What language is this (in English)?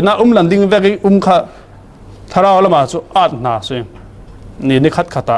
Falam Chin